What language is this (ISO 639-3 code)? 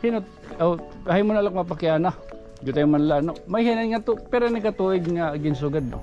war